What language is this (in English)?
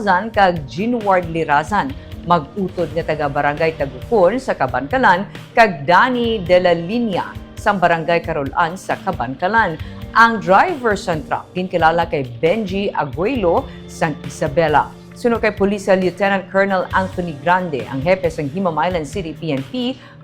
Hiligaynon